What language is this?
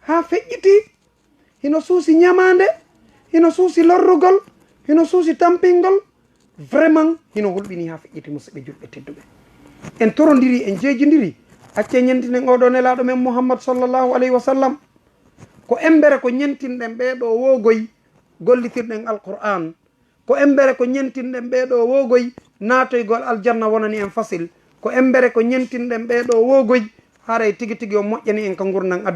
Fula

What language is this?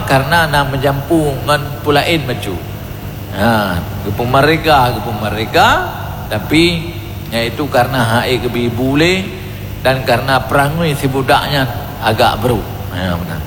Achinese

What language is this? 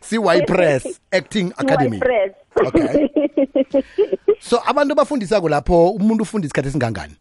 South Ndebele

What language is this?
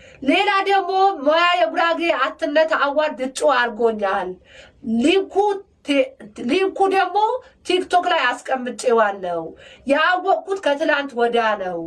Amharic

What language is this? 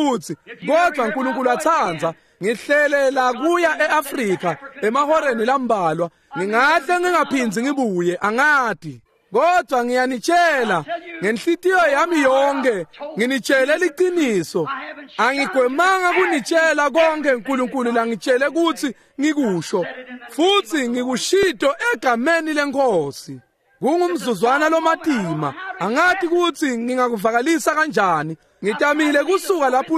Swati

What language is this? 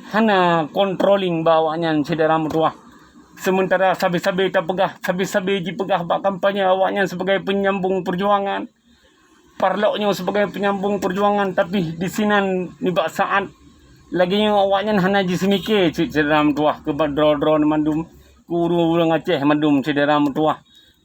Achinese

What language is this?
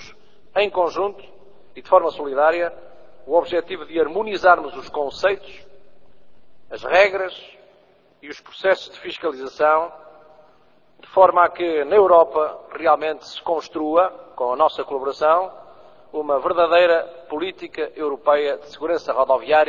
Portuguese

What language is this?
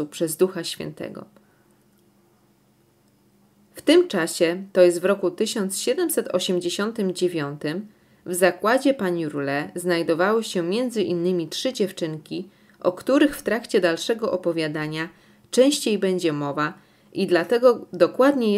Polish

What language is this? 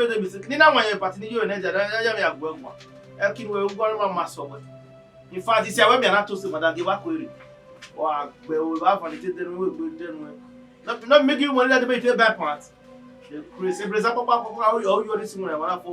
Bini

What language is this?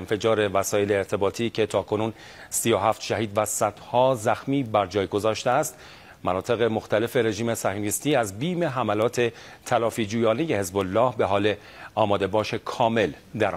Persian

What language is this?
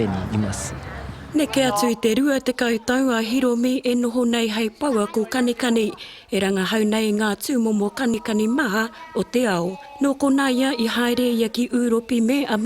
Māori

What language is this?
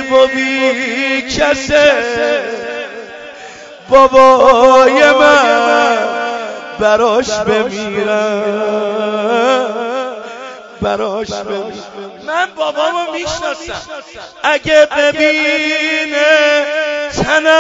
Persian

